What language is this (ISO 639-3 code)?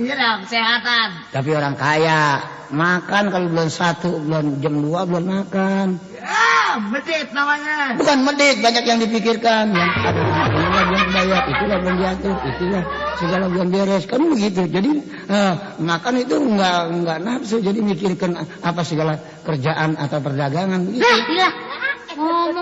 bew